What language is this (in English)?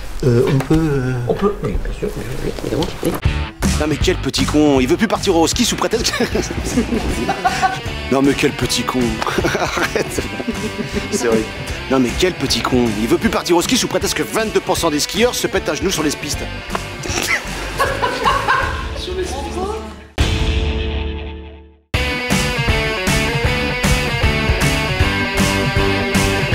French